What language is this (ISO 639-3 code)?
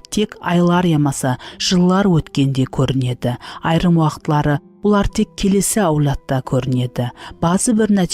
kaa